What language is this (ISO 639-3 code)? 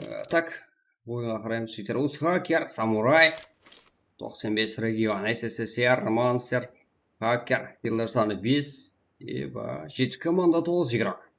kaa